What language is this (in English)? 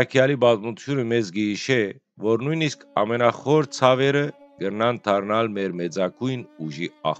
Western Armenian